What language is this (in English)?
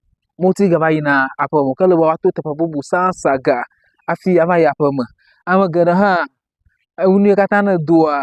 Ewe